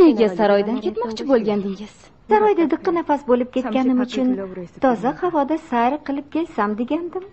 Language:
Uzbek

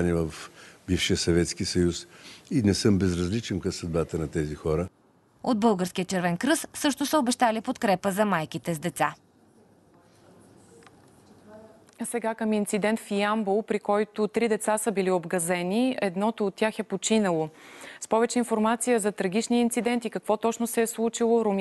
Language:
Bulgarian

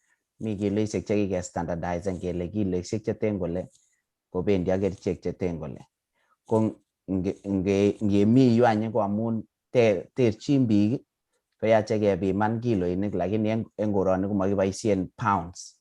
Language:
Kalenjin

